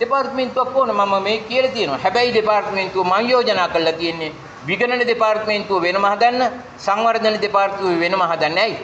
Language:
Sinhala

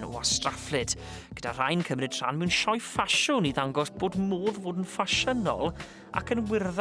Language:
Welsh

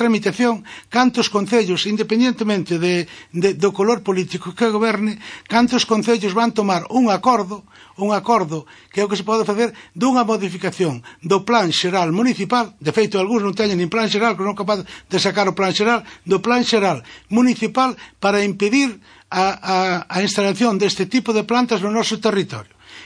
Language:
Galician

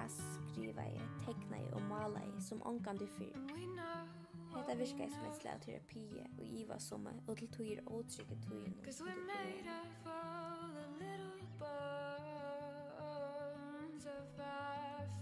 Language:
Faroese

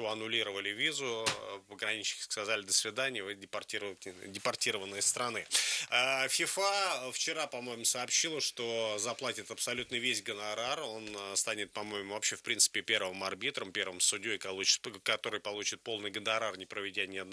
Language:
Russian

